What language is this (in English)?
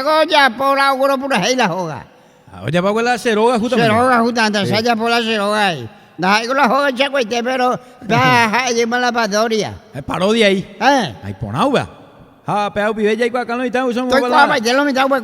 Guarani